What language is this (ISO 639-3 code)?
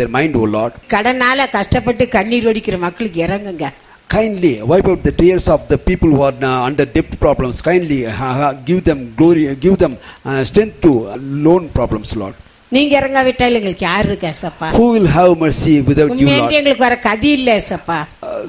tam